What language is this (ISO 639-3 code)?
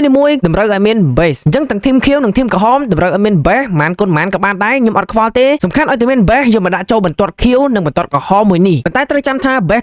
khm